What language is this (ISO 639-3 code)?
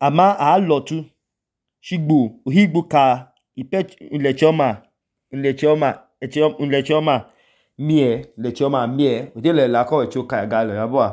idu